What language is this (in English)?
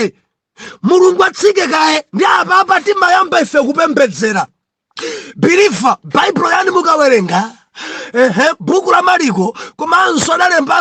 Nyanja